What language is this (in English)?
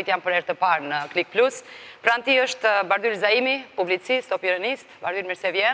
Albanian